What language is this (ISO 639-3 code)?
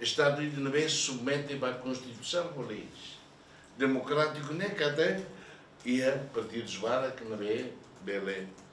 tet